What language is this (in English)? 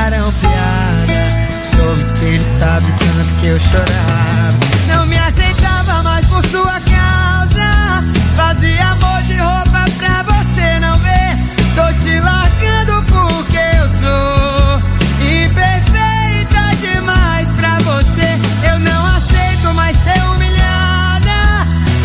Portuguese